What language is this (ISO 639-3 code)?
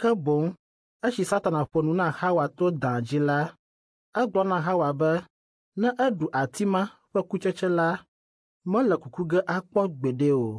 ewe